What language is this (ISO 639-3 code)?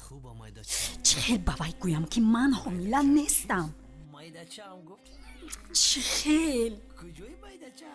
tgk